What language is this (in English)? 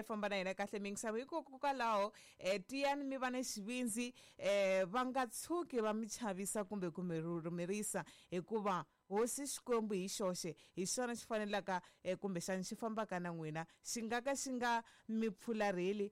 Tsonga